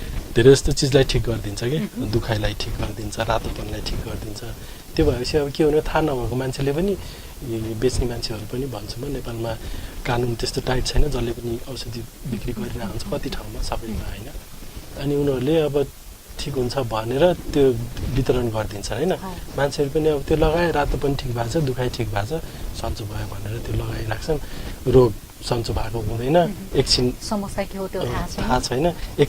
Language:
Nepali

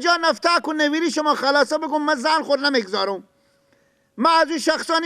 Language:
Persian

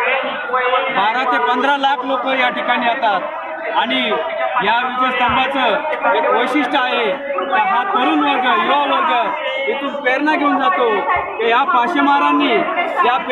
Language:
Marathi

